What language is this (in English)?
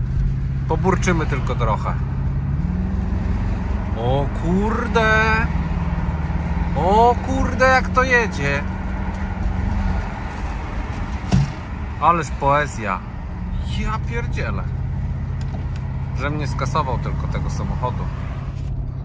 Polish